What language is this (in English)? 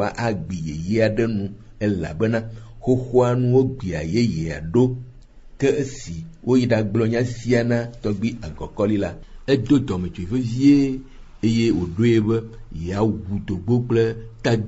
Ewe